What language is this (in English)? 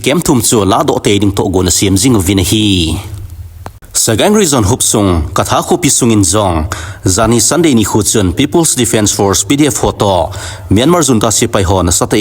Thado Chin